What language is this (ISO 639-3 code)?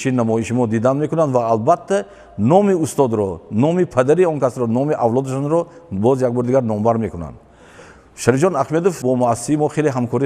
tgk